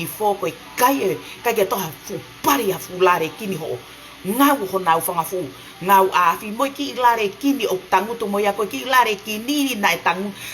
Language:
Tongan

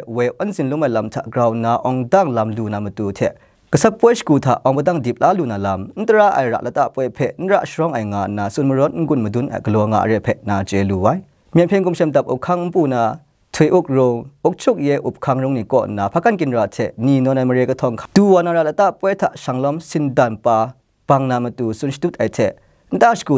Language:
Kachin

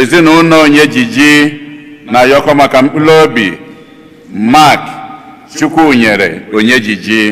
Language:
Igbo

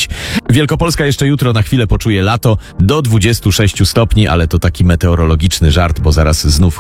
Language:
Polish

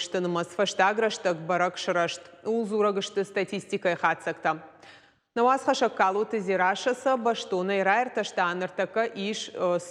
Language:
Ossetic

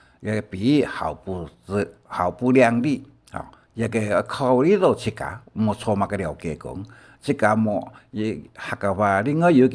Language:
Hakka Chinese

